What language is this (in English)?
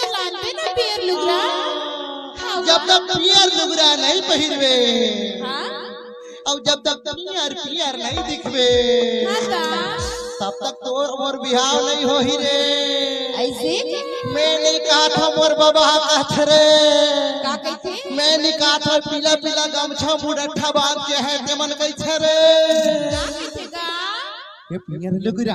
Chhattisgarhi